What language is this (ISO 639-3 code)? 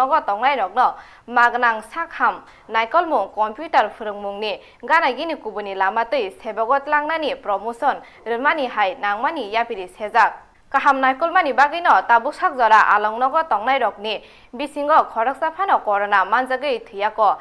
trp